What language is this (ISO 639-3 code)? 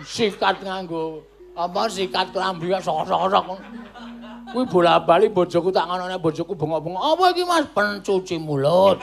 jav